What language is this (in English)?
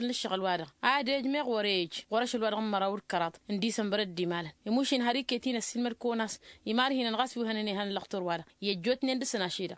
Tamasheq